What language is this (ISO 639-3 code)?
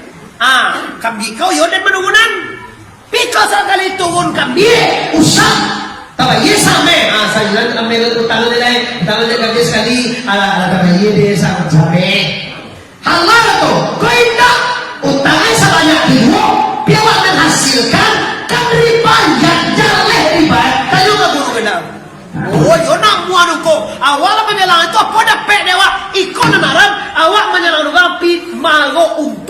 min